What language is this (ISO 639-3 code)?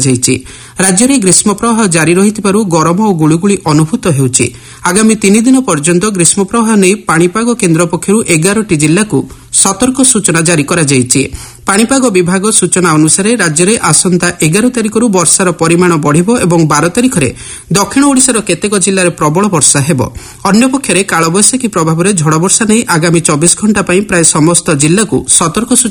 ori